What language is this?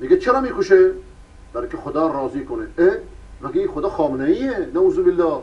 Persian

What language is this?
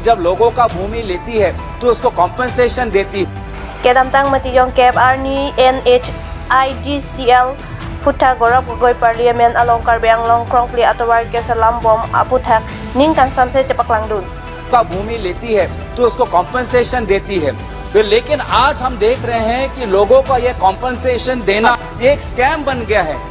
Karbi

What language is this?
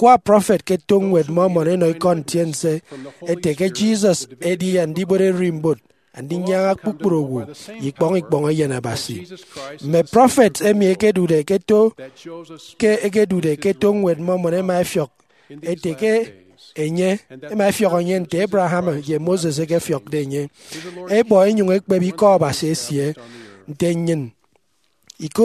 Efik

